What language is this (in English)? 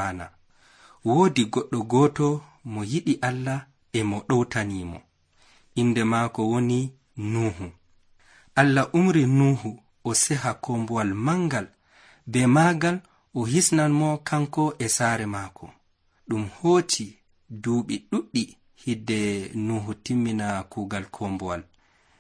Nigerian Fulfulde